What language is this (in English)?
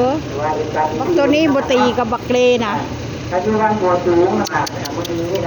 Northeastern Thai